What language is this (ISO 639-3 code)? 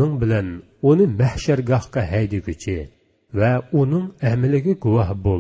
uig